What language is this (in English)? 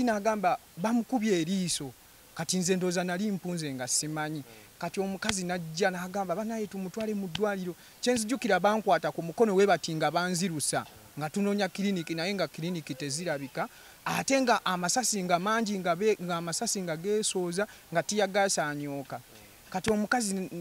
Ganda